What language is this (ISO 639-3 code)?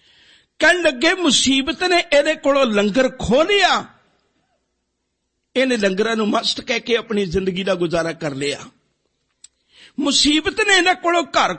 pan